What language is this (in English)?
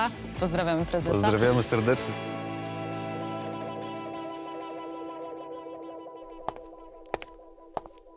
Polish